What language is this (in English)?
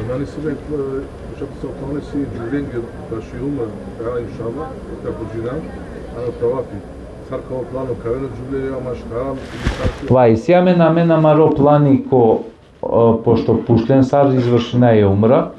Balkan Romani